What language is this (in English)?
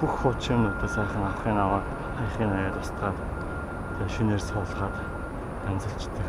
Mongolian